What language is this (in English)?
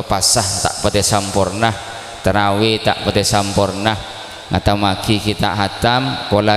Madurese